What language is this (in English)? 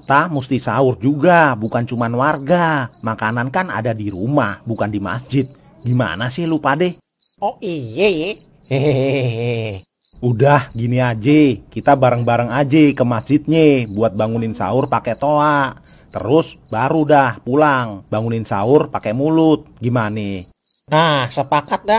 Betawi